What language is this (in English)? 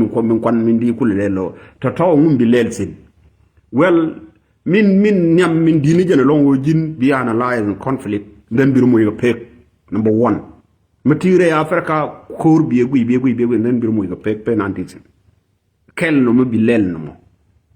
Nuer